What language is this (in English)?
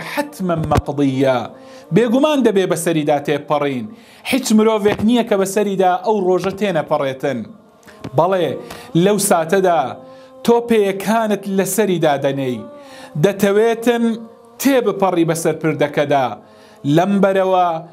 Central Kurdish